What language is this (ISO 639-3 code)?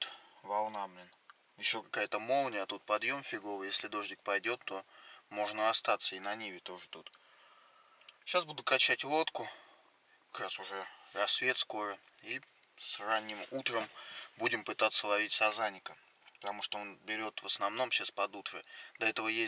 rus